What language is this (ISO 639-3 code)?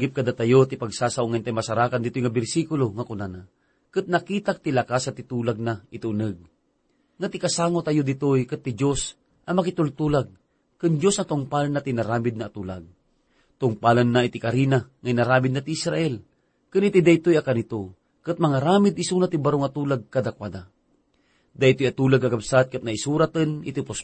ilo